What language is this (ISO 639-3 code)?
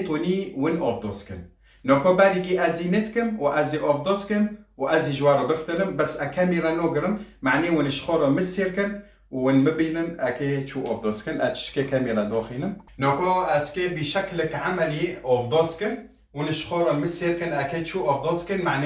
kur